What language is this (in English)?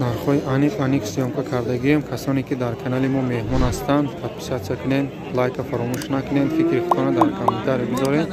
Tajik